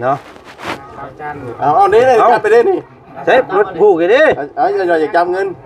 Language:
Lao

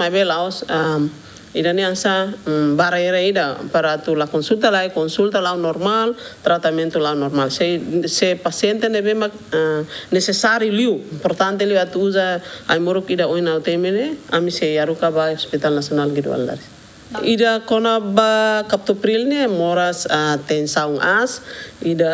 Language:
Tetum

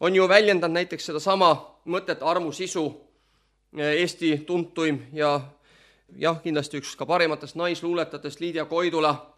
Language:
Estonian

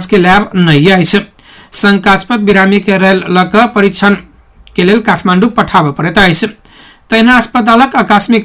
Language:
Maithili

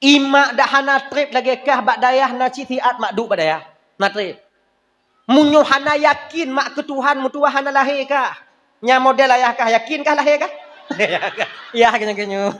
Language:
Achinese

